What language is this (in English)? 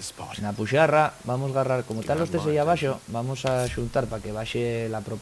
Asturian